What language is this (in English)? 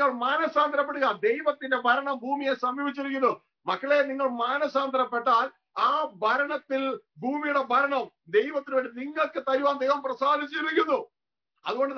Malayalam